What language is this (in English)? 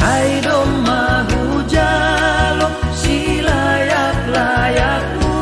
Batak Simalungun